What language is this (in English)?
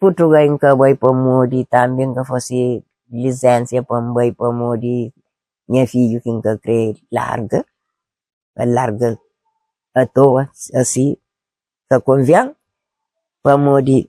Kabuverdianu